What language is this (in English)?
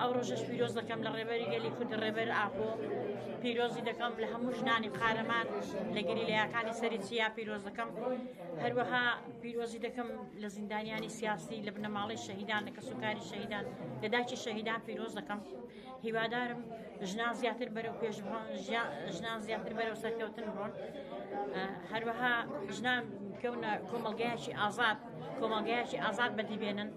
Central Kurdish